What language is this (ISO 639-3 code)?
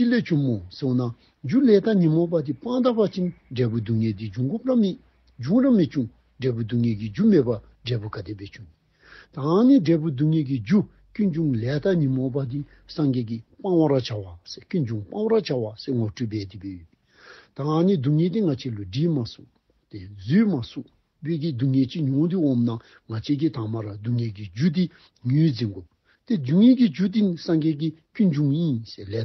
dzo